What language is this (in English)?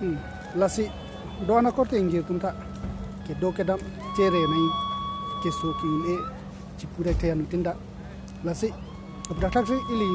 Karbi